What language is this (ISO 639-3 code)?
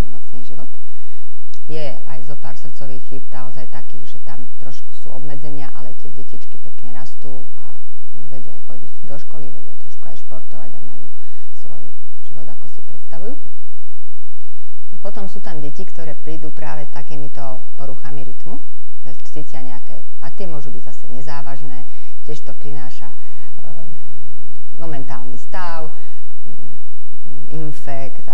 slk